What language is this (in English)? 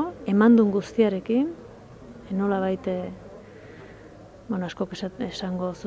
Basque